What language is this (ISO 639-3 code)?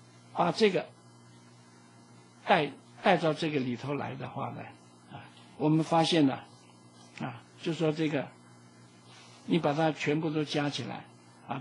zho